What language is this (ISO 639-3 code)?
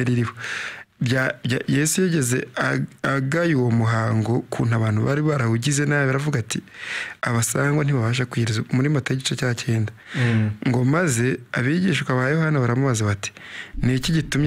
kin